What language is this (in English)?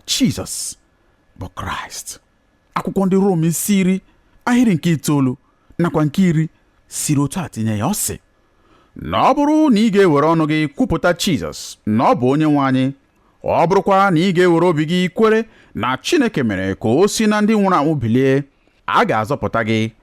Igbo